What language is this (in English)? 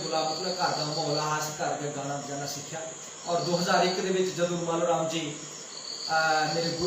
Dogri